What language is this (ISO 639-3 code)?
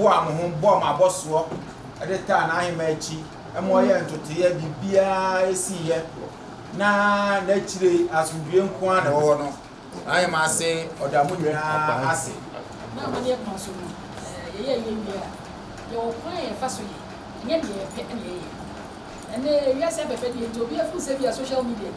aka